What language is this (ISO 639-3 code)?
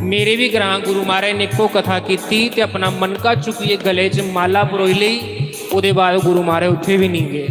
doi